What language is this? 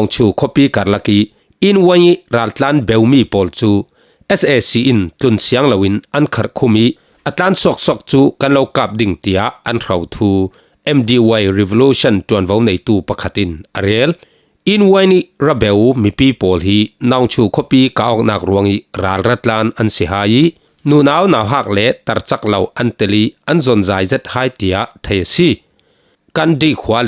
Falam Chin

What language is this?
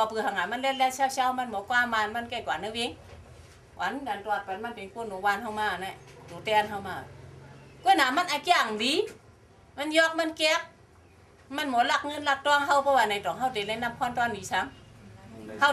Shan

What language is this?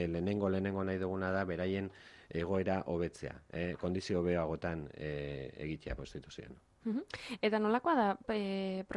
Basque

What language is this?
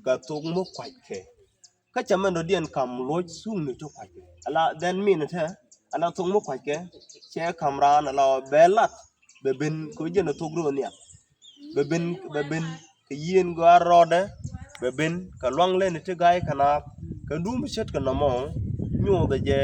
Nuer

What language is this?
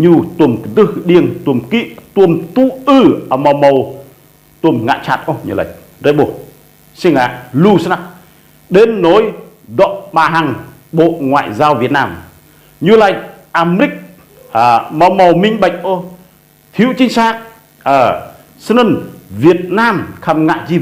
Rade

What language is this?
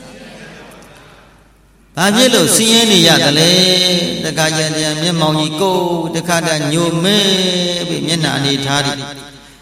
Burmese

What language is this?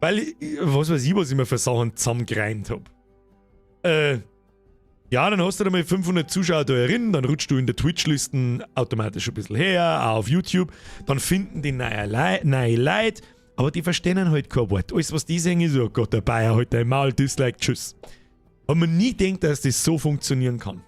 Bavarian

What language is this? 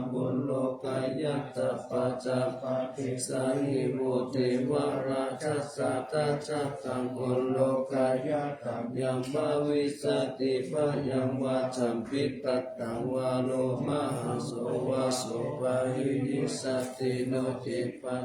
Pali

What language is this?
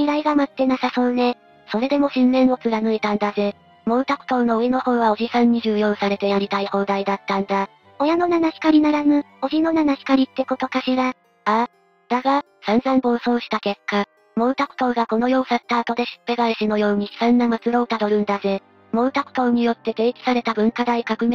Japanese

